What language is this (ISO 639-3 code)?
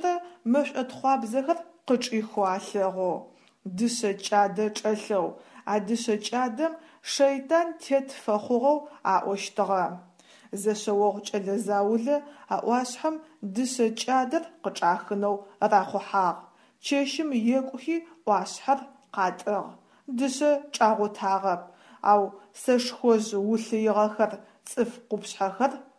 ady